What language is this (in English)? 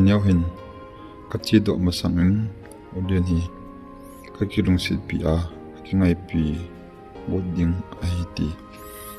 Thado Chin